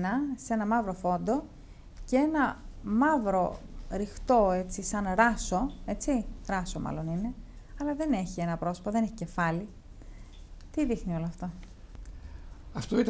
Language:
Greek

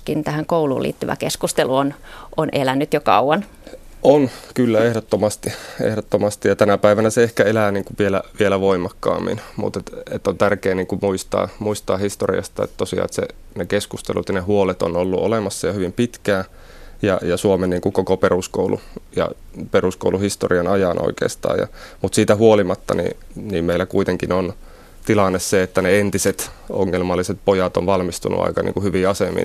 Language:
Finnish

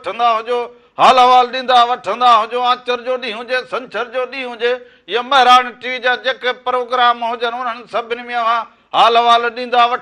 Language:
Sindhi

